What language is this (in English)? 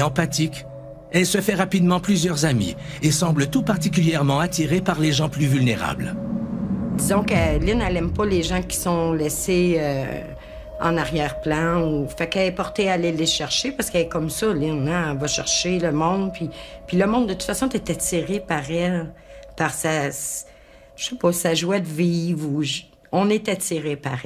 French